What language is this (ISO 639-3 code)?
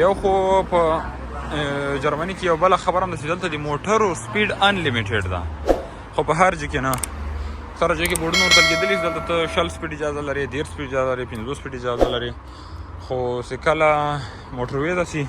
pus